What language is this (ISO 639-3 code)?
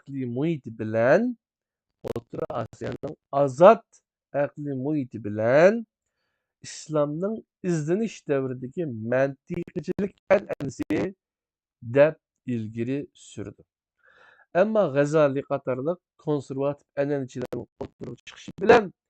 uig